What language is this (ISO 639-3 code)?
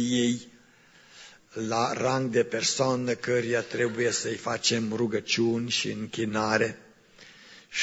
ron